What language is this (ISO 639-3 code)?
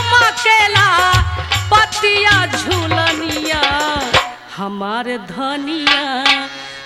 bho